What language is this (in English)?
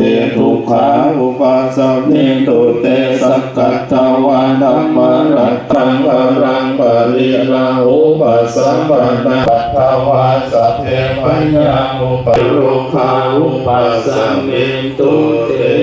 Pali